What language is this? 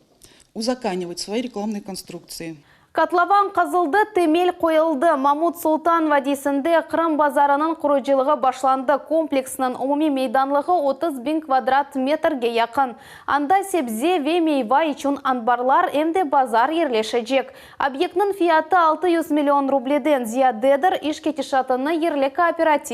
Crimean Tatar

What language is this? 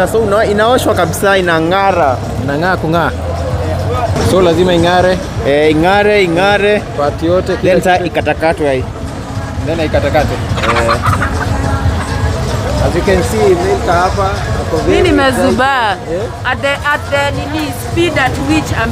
Swahili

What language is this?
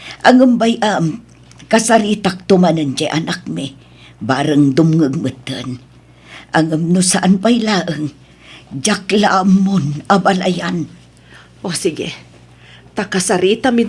Iloko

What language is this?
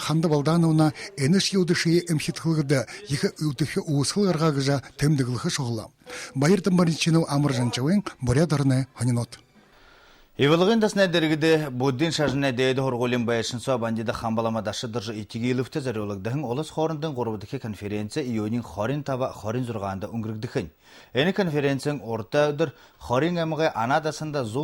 Buriat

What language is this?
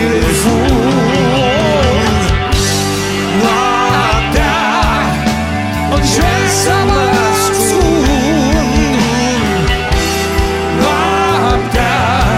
Romanian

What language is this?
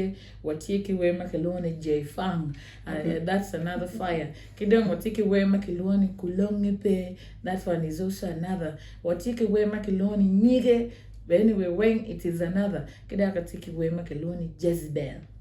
Acoli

